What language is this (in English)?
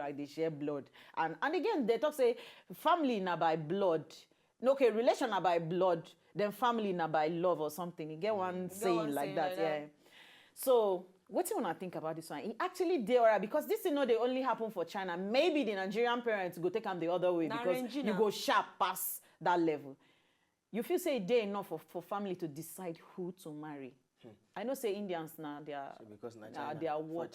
Nigerian Pidgin